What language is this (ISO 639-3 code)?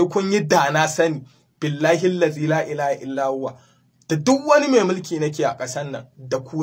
hau